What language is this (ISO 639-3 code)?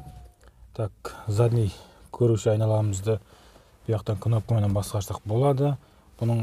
kaz